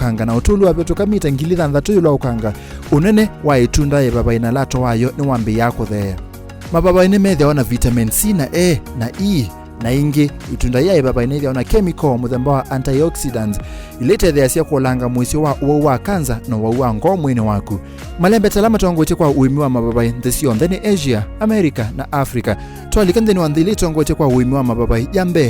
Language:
Kamba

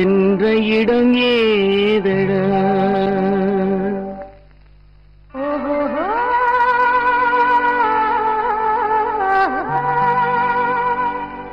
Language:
Tamil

